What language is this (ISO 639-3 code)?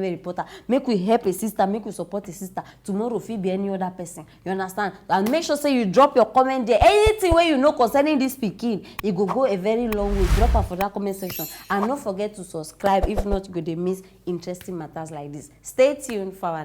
pcm